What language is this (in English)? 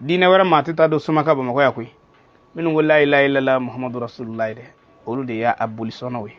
Bambara